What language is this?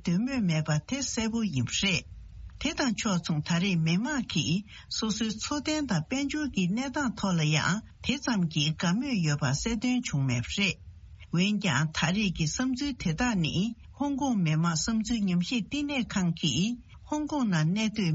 Tibetan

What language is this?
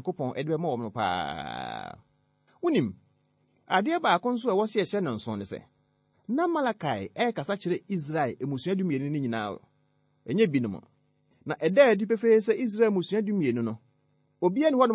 Akan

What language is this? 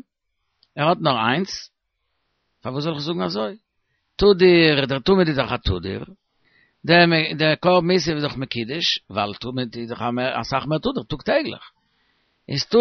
Yiddish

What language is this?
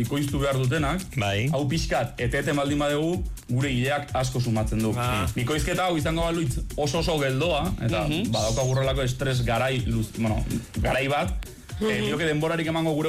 Basque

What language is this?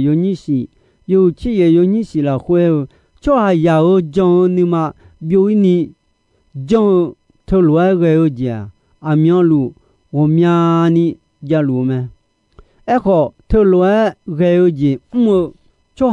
Akha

